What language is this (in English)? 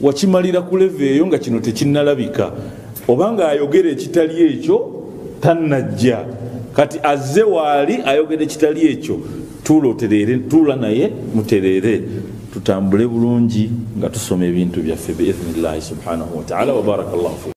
Ganda